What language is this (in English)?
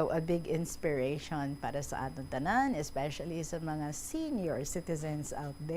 Hiligaynon